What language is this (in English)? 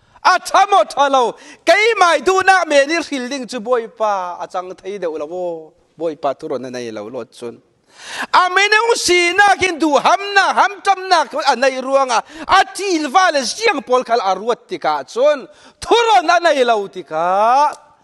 Falam Chin